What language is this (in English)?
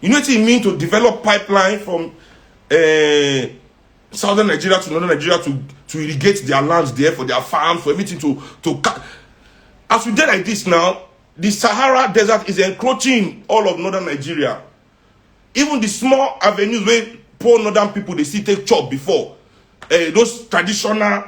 Nigerian Pidgin